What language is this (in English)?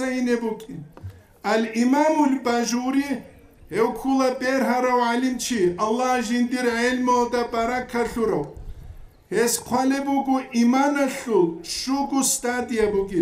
Avaric